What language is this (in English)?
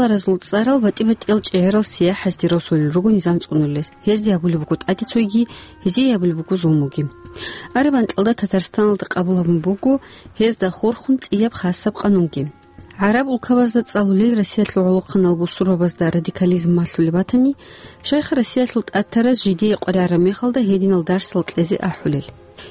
Avaric